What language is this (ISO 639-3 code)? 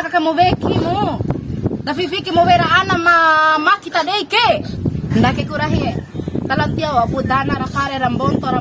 bhp